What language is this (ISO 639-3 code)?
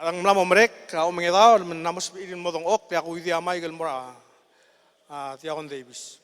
pau